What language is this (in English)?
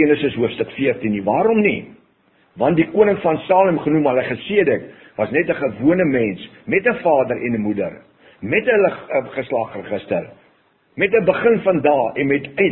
Afrikaans